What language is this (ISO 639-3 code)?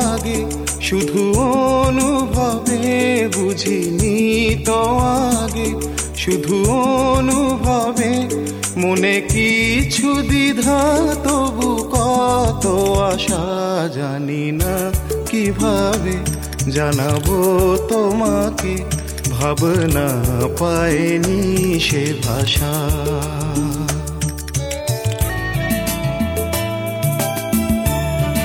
ben